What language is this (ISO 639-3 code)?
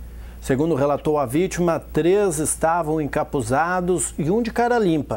por